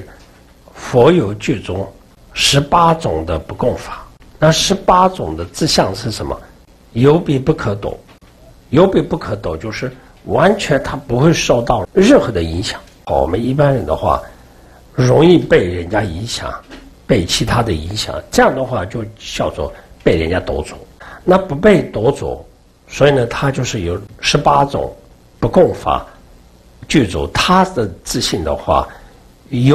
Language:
Chinese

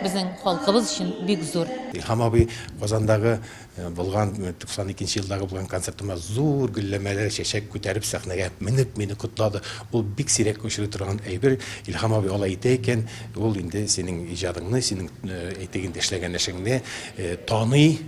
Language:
Tatar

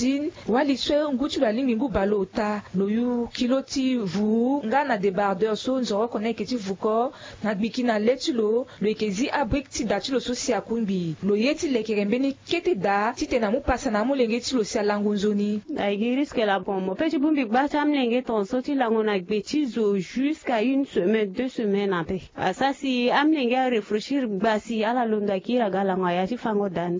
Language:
Sango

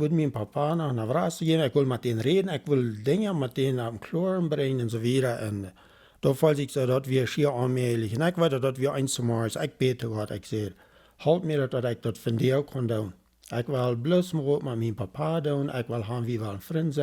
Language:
Plautdietsch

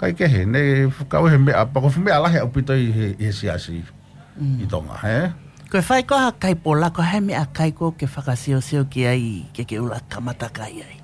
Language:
Tongan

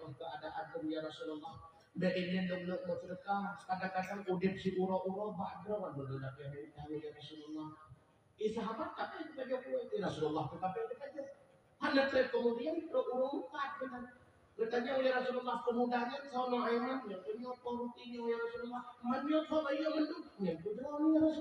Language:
Achinese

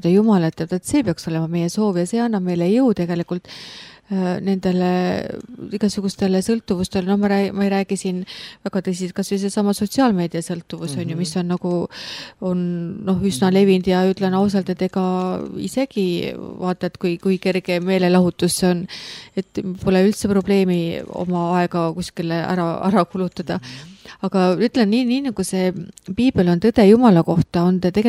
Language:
Estonian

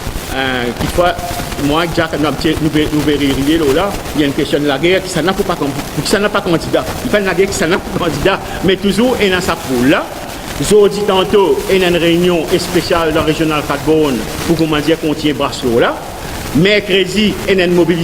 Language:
Morisyen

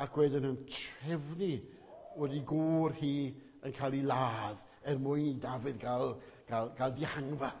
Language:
Welsh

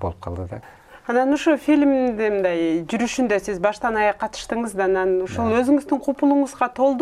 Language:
Kyrgyz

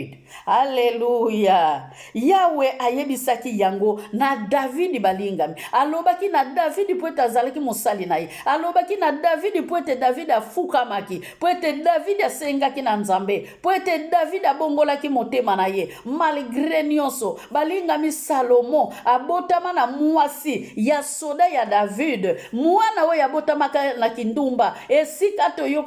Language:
Lingala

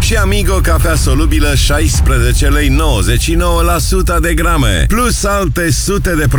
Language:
Romanian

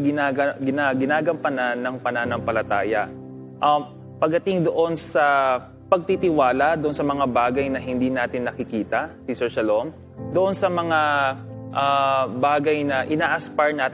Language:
Filipino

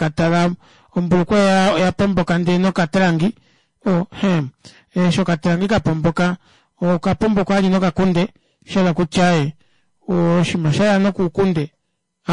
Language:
Kuanyama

